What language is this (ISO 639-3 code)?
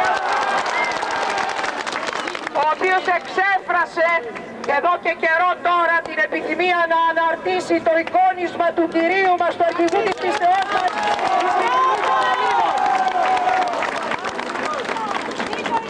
ell